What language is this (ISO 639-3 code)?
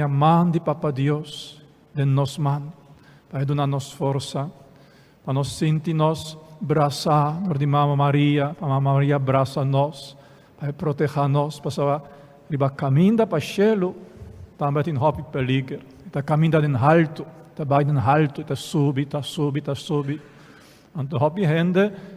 pap